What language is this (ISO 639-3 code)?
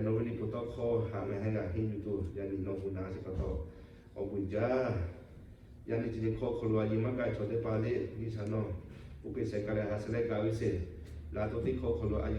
lhu